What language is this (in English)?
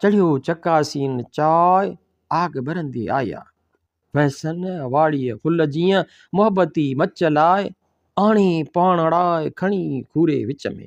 Sindhi